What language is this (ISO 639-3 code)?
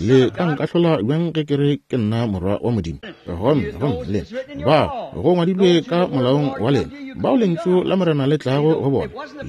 nso